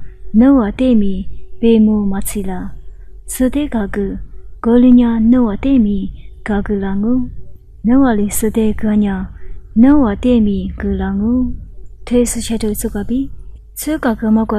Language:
Lisu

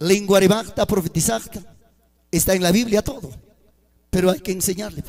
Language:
Ayacucho Quechua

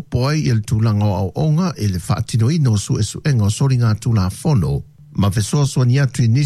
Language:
Samoan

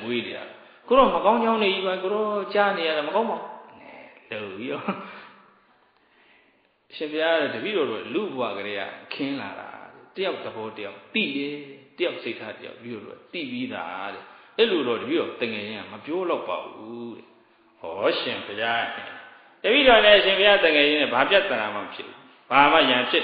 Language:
Burmese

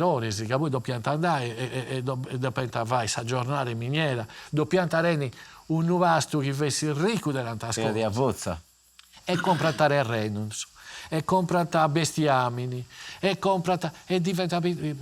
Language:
Sardinian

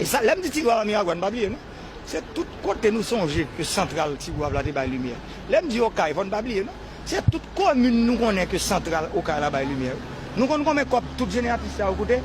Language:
Haitian Creole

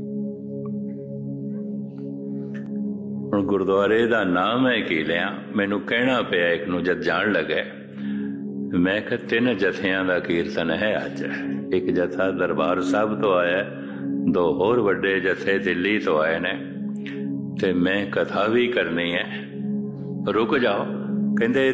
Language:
Punjabi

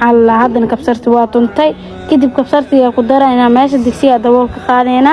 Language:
Somali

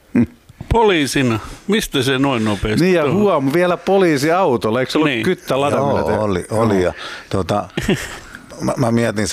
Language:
Finnish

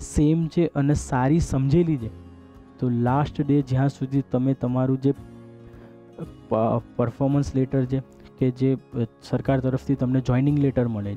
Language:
Gujarati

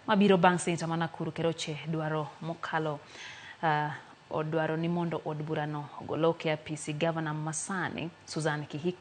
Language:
Luo (Kenya and Tanzania)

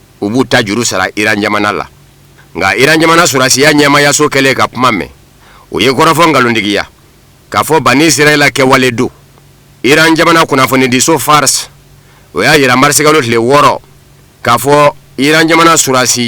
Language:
Bambara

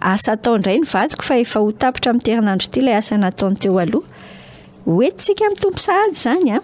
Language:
Malagasy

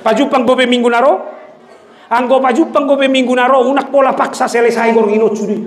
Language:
Batak Toba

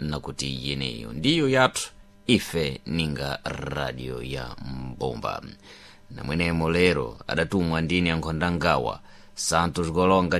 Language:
Sena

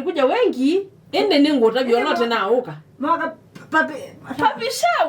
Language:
Kamba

